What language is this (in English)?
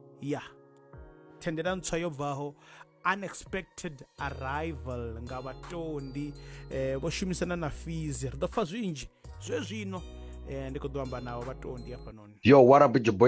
Venda